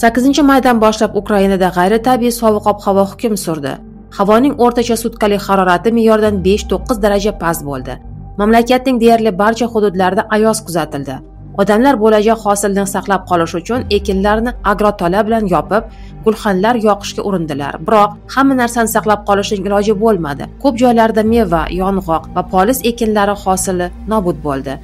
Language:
Uzbek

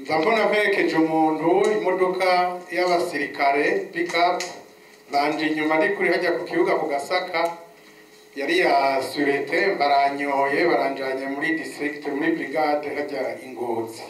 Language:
Rundi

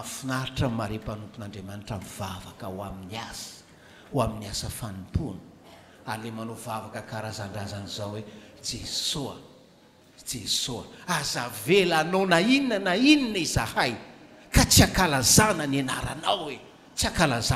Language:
Malagasy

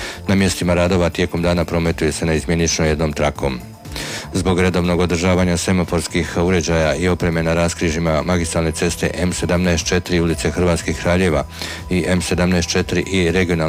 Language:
Croatian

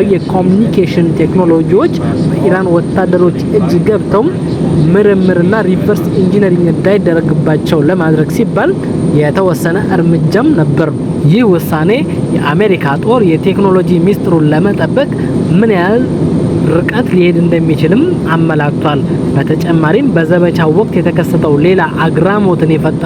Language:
Amharic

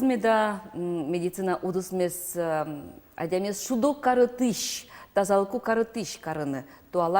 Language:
Udmurt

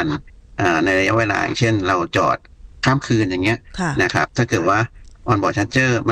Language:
Thai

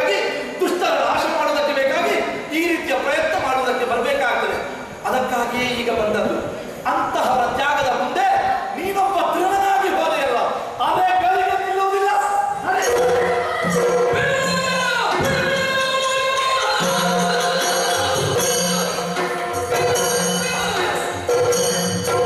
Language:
Kannada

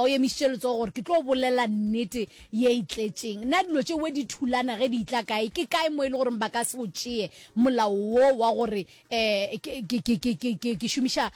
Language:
Northern Sotho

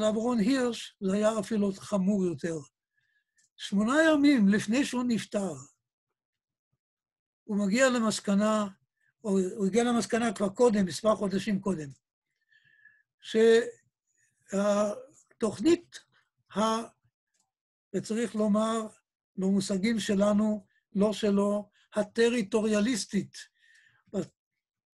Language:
Hebrew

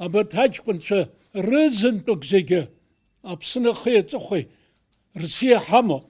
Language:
Abkhazian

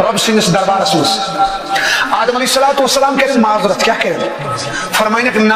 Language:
Kashmiri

